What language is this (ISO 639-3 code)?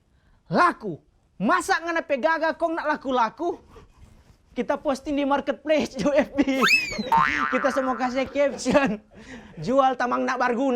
xmm